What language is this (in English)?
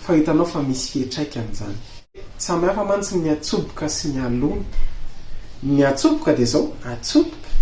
Malagasy